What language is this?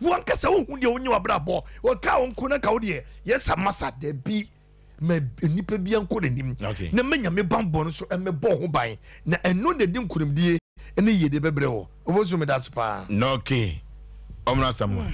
Akan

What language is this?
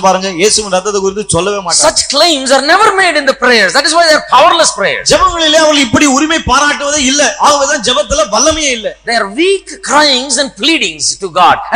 Tamil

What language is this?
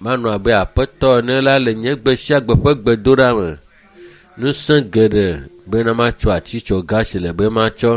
Ewe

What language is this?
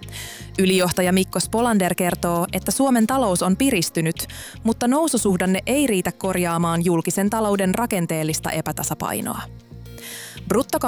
Finnish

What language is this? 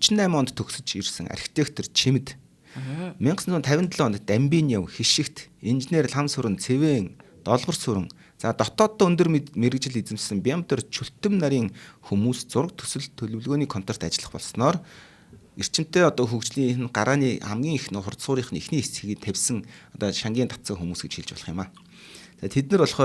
Mongolian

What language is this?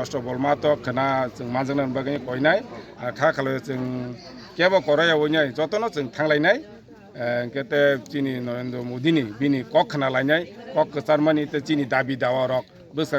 Kok Borok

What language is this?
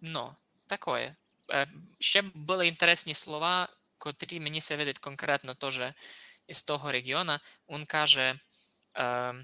Rusyn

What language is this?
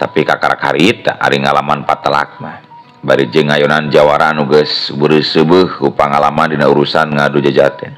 Sundanese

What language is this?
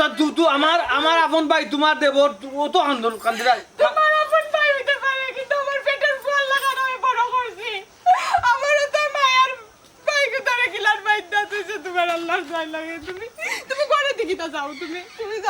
Sylheti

